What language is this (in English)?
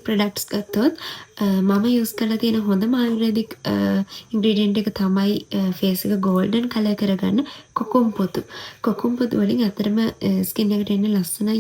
Sinhala